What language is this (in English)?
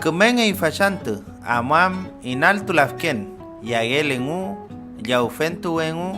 Mapuche